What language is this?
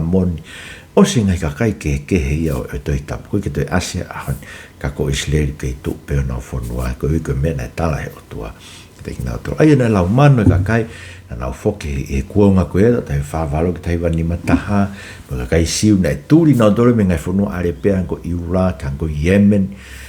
Tongan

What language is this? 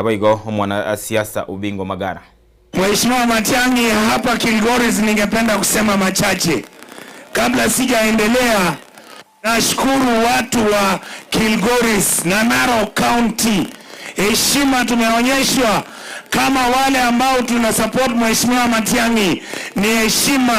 Gusii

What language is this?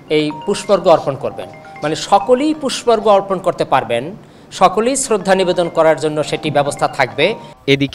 Bangla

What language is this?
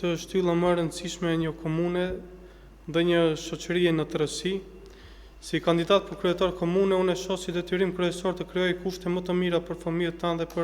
Albanian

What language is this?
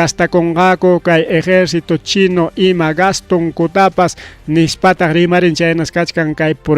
Ayacucho Quechua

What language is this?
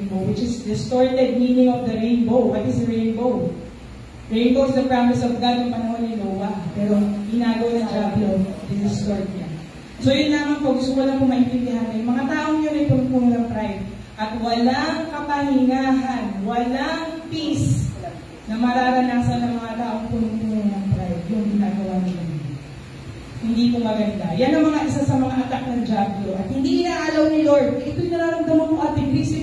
Filipino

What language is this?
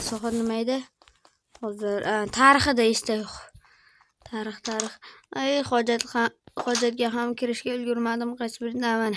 Uzbek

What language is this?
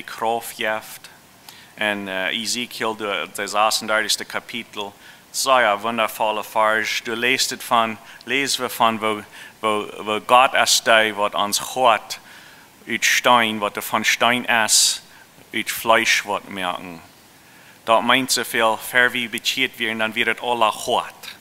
Plautdietsch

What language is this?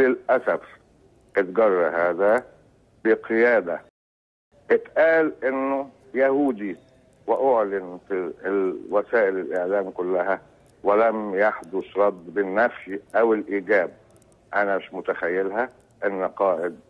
Egyptian Arabic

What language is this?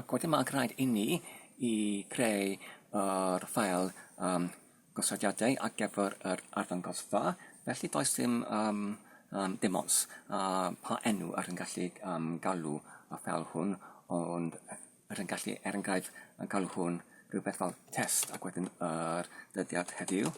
Welsh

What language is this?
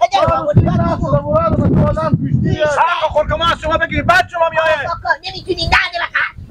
Hazaragi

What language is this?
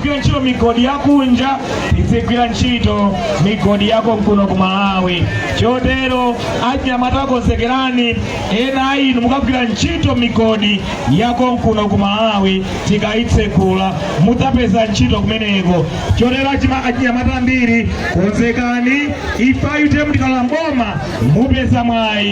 Nyanja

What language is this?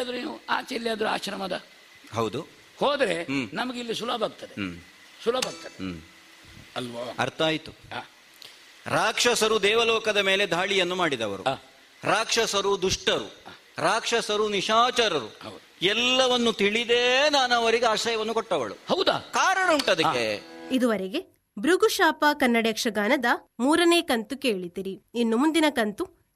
Kannada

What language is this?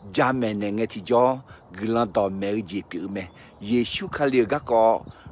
Akha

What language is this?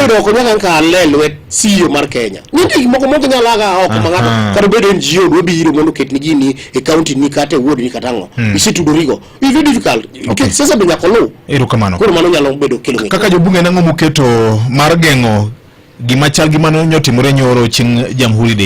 Luo (Kenya and Tanzania)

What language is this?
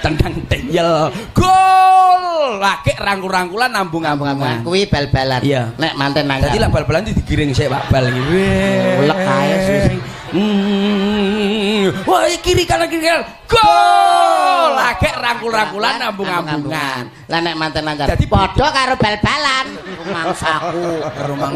Javanese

